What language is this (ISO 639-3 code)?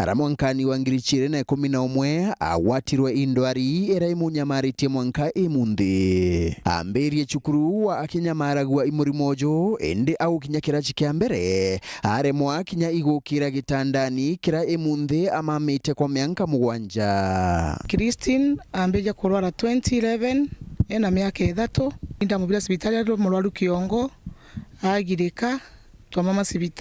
mer